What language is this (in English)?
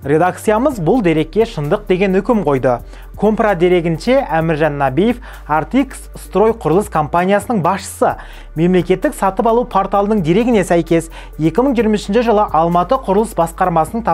Kazakh